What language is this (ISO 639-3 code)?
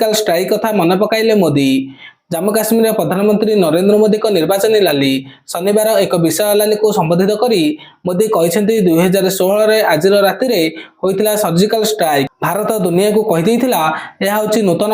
ori